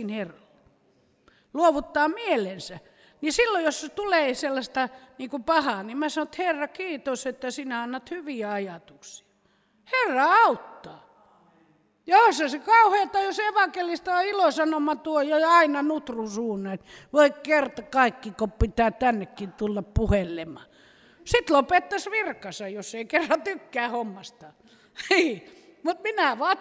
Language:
Finnish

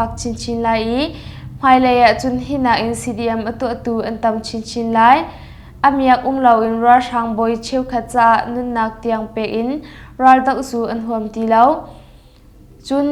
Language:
Hakha Chin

